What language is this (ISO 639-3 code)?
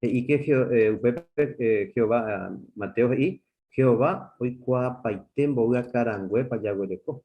grn